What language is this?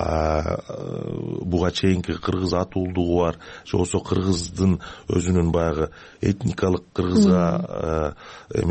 Kyrgyz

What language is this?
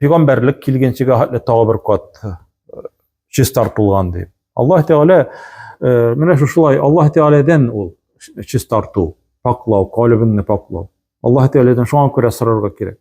Tatar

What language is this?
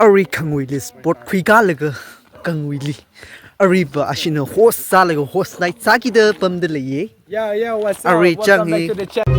Tangkhul Naga (India)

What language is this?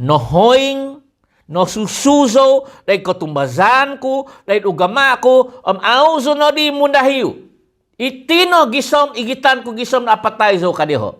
Central Dusun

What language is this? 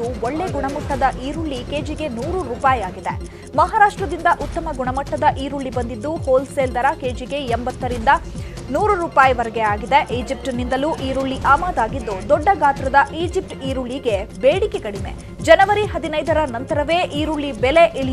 Kannada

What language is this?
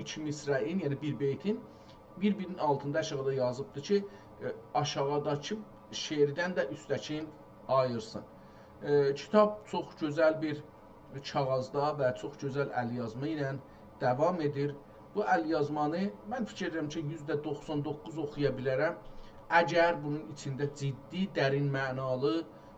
South Azerbaijani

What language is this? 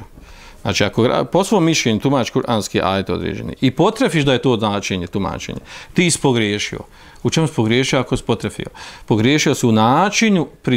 Bosnian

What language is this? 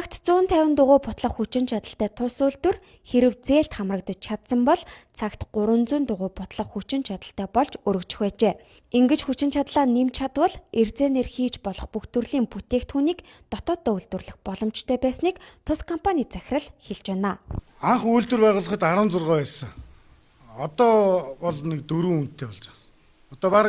Mongolian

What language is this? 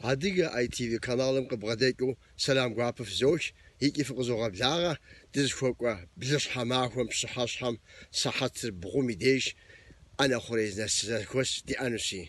Kabardian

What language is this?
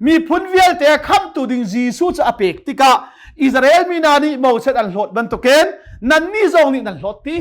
Hakha Chin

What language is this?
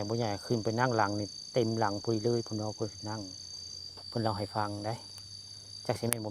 Northeastern Thai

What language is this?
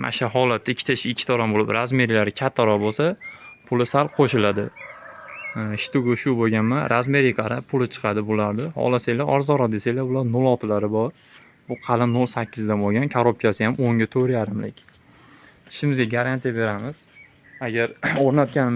Uzbek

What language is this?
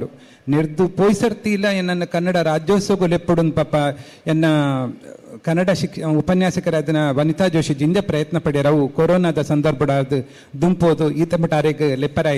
Tulu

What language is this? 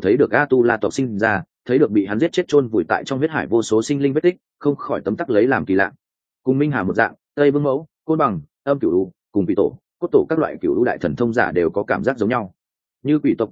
Vietnamese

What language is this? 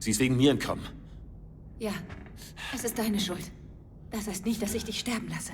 Bavarian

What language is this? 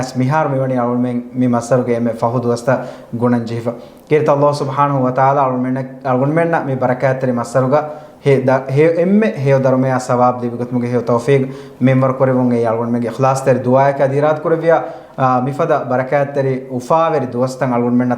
Divehi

